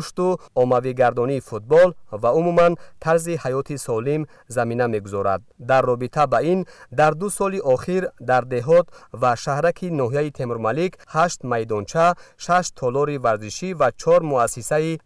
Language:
Tajik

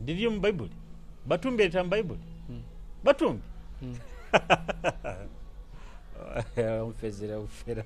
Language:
Nyoro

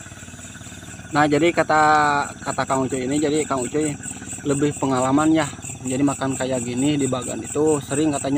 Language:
Indonesian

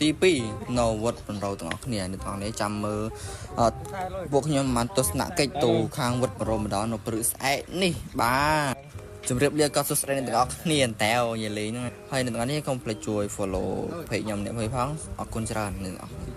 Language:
Khmer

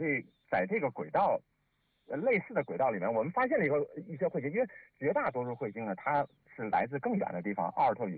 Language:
Chinese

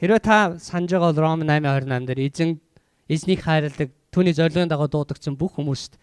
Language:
Mongolian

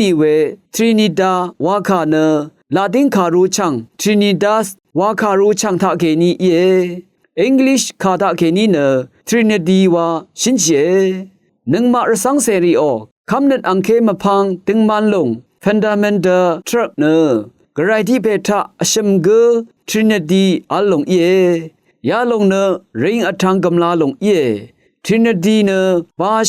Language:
Rawang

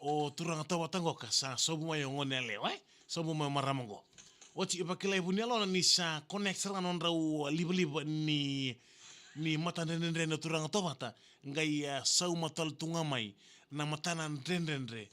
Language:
Fijian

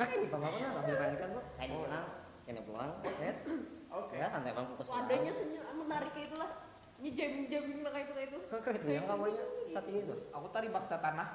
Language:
Banjar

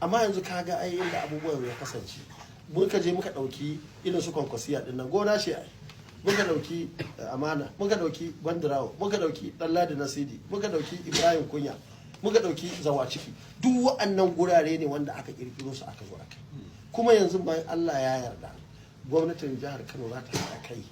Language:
Hausa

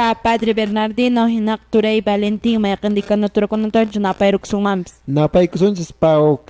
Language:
Quechua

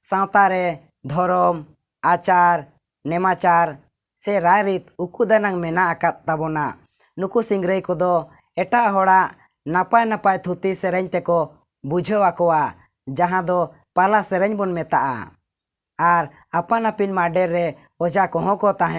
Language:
Santali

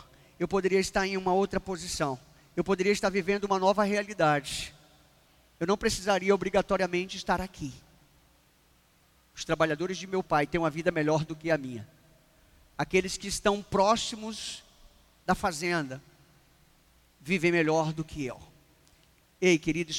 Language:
Portuguese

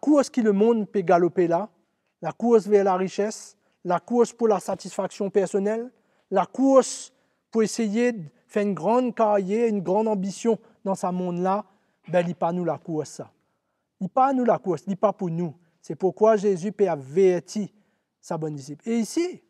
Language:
Morisyen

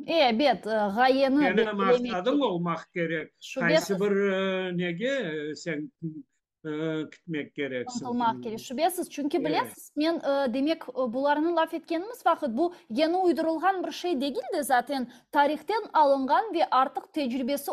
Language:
Crimean Tatar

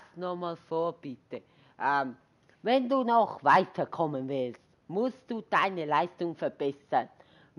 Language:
Swiss German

